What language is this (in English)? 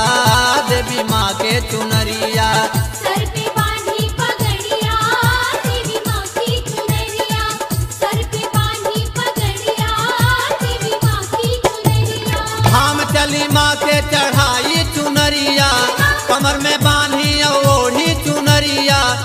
Bhojpuri